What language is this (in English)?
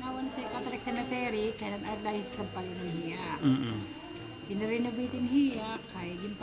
Waray